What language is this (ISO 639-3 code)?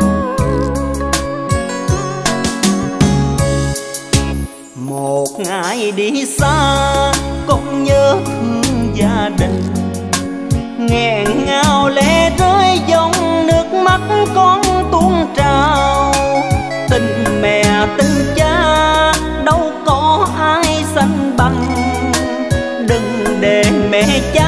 vie